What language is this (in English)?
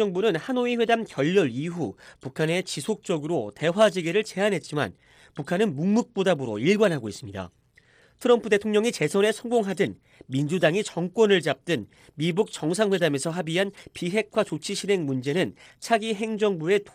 Korean